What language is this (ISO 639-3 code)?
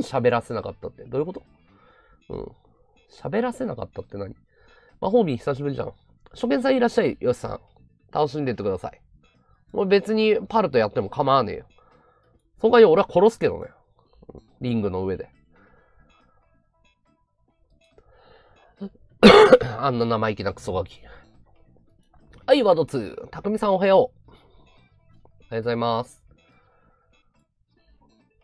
jpn